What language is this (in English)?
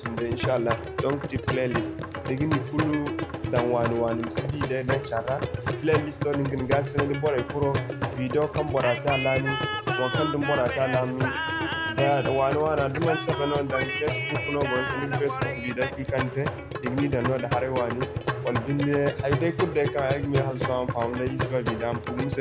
Zarma